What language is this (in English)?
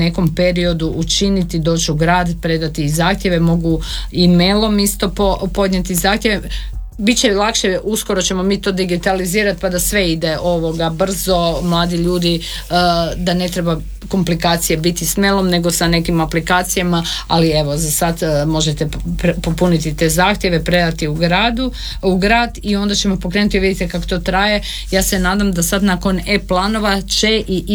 Croatian